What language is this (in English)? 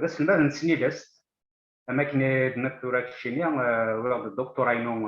Kabyle